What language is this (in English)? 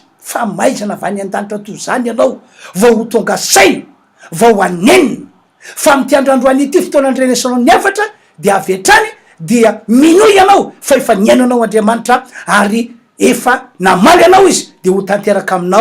Malagasy